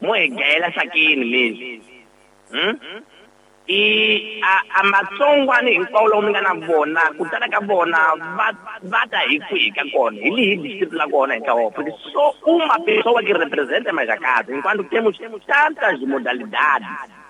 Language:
Tsonga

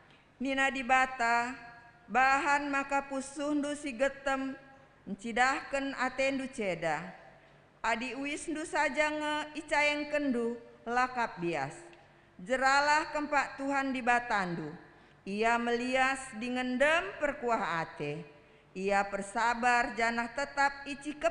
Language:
Batak Karo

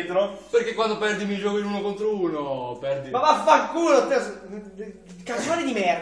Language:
Italian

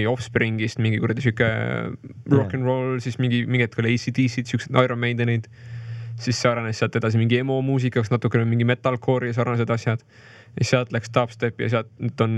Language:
Estonian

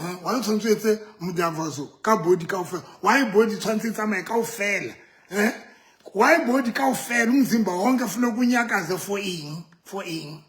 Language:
Southern Sotho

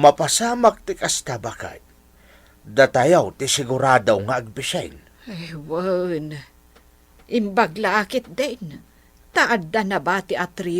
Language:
Iloko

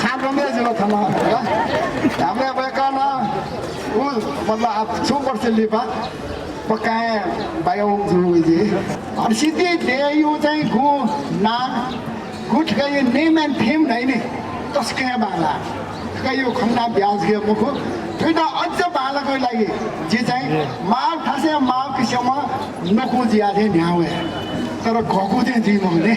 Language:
Newari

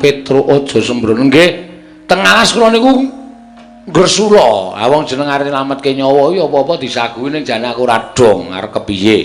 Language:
Javanese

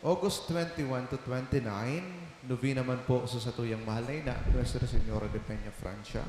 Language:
Bikol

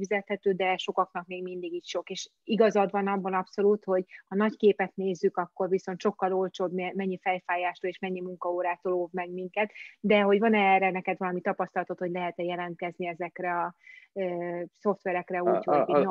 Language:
Hungarian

